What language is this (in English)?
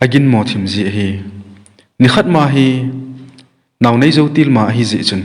Thado Chin